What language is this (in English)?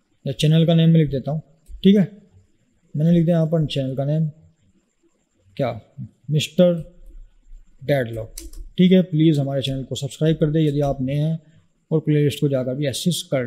Hindi